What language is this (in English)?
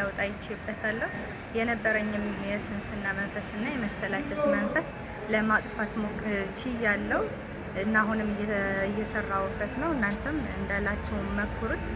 Amharic